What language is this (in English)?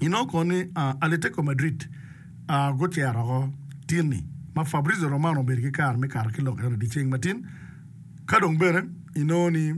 Acoli